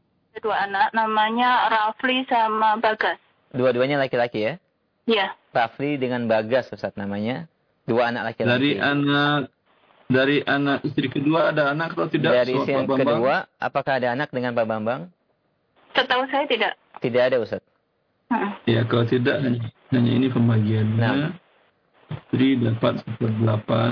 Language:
Indonesian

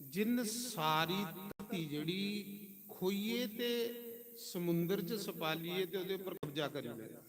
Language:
Dogri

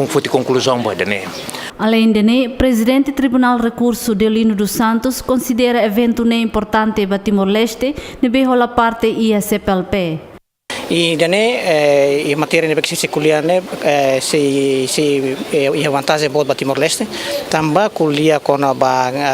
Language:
Tetum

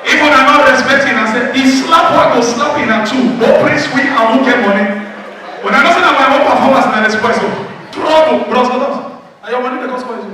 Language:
Nigerian Pidgin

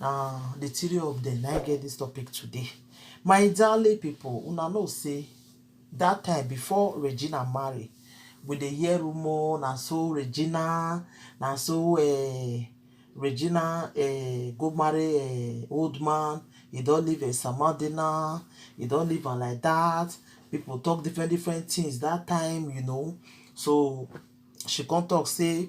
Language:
Nigerian Pidgin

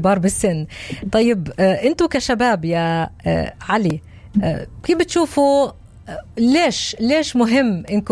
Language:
North Levantine Arabic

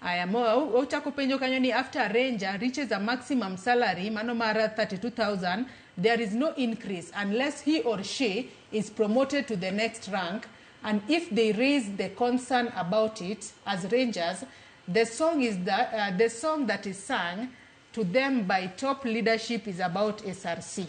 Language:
Luo (Kenya and Tanzania)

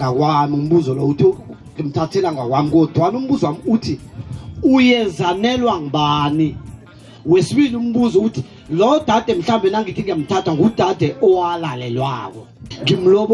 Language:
South Ndebele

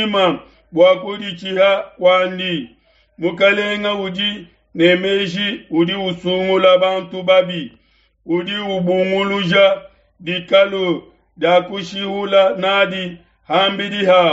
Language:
Luba-Lulua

